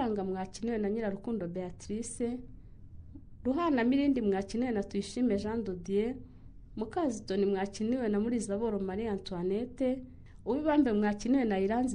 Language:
Kinyarwanda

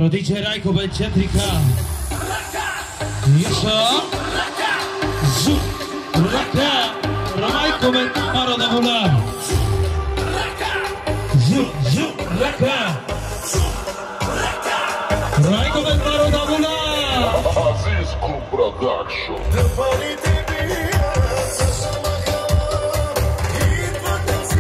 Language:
Bulgarian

